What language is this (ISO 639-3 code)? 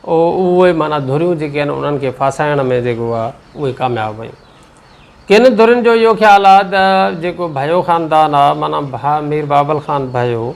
snd